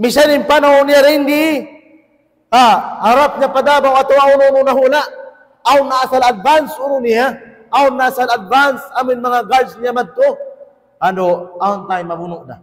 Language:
Tausug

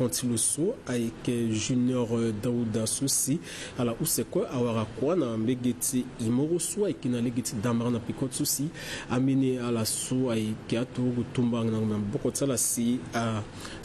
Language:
Sango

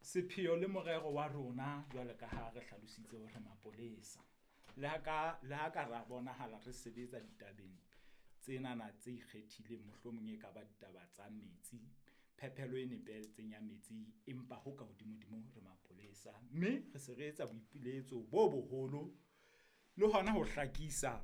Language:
Southern Sotho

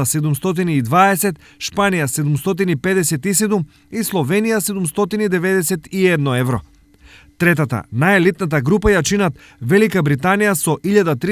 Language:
Macedonian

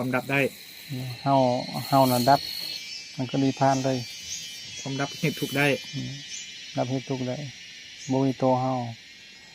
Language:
Lao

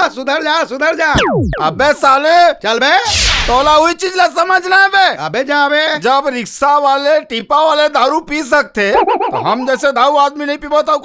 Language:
Chhattisgarhi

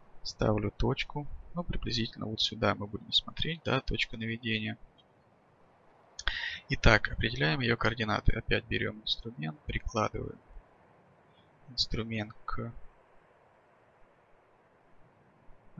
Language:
Russian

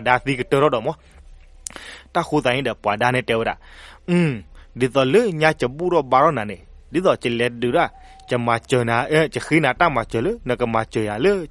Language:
S'gaw Karen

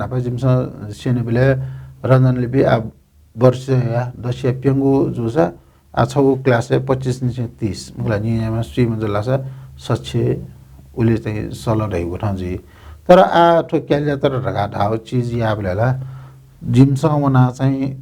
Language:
Newari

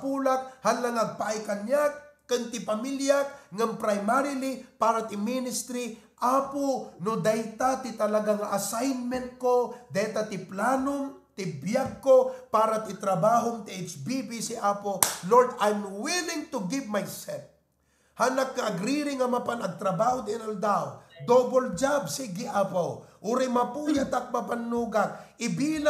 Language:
Iloko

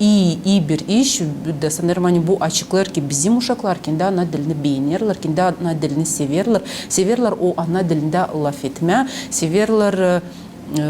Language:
Gagauz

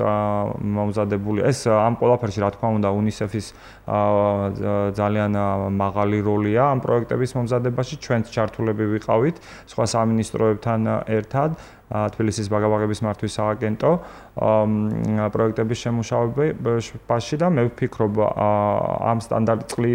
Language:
Georgian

